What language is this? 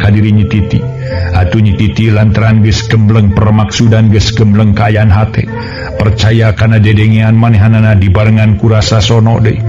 Sundanese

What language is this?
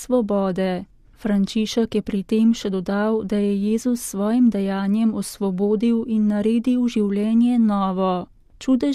Slovenian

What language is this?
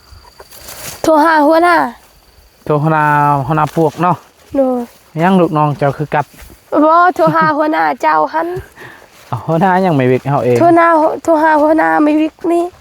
Lao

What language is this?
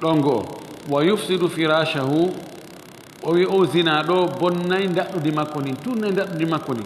Fula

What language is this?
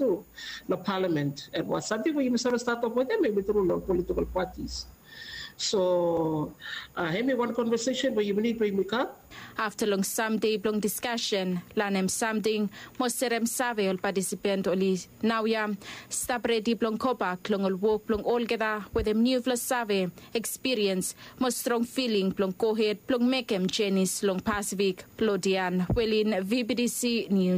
Bislama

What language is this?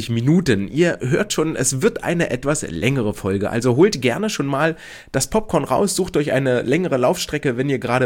German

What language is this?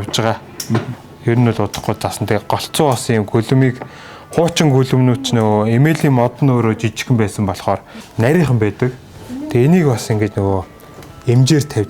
Mongolian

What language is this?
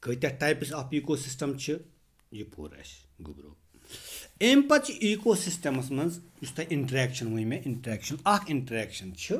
Kashmiri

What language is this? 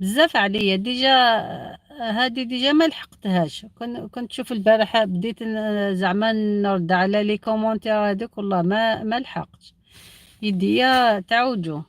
Algerian Arabic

